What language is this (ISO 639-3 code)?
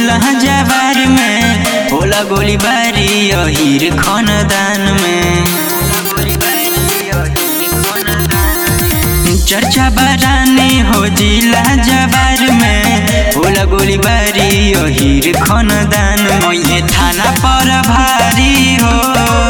bho